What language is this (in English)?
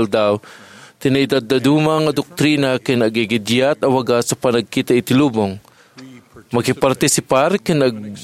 Iloko